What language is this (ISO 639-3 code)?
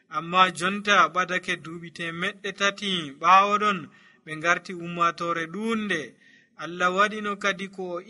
fuv